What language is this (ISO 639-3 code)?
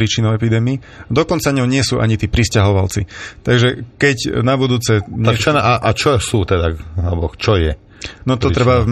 slk